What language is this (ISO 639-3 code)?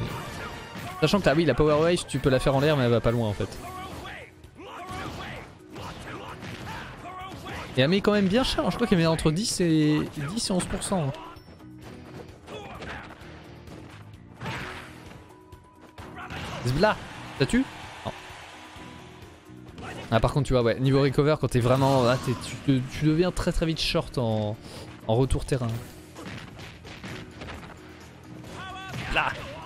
fra